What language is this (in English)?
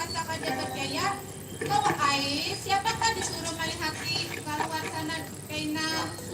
Banjar